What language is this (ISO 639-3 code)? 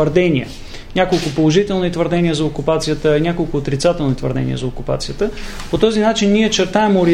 bul